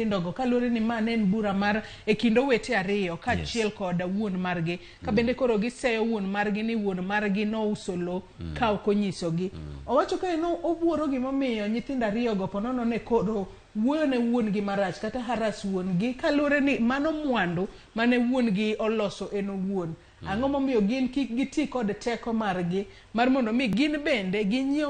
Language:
Luo (Kenya and Tanzania)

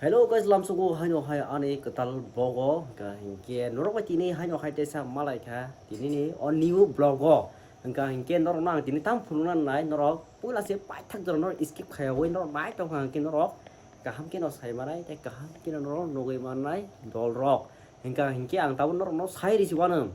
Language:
Kok Borok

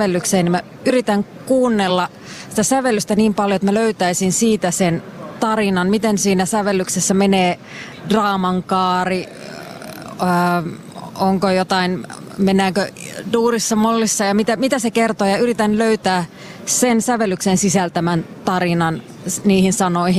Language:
Finnish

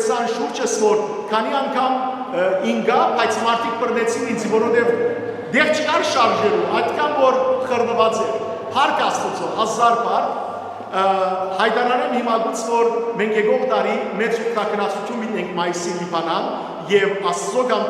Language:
Western Armenian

